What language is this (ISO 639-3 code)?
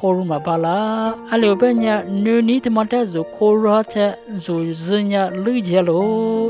lis